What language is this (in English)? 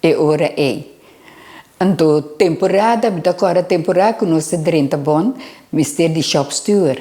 Papiamento